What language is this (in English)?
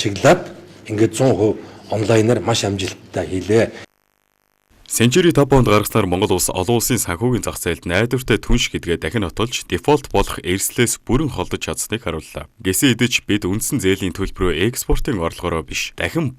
Mongolian